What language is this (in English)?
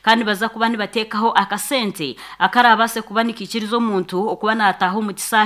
Nyankole